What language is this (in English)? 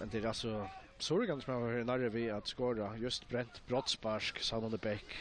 Faroese